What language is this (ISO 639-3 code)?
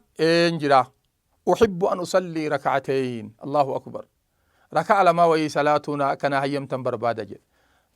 orm